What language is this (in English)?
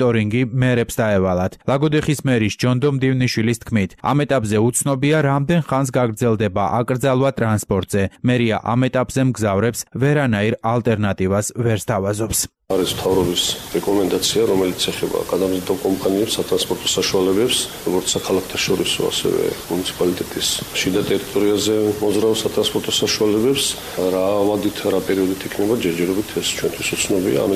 Georgian